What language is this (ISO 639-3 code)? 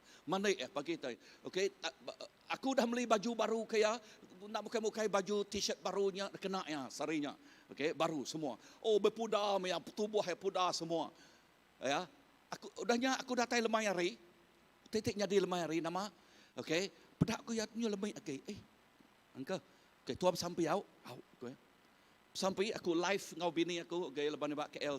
iba